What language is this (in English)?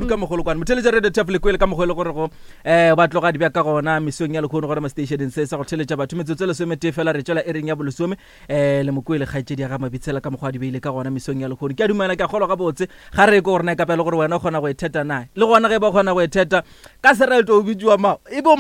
Northern Sotho